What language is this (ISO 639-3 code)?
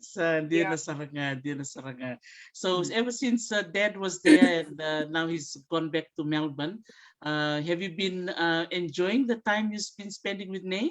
fij